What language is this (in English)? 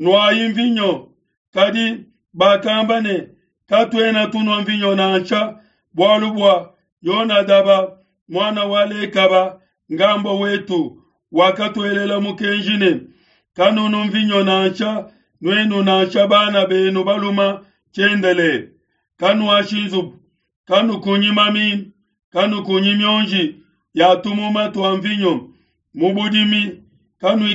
Luba-Lulua